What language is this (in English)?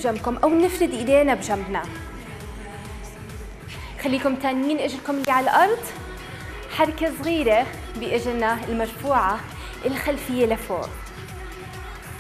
South Levantine Arabic